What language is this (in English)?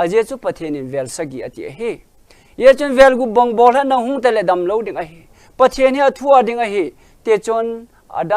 Thado Chin